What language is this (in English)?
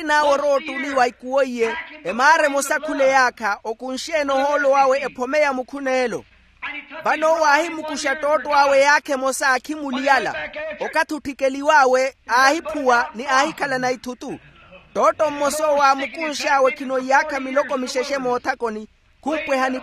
Makhuwa